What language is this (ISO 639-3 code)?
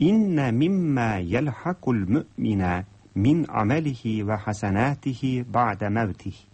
tat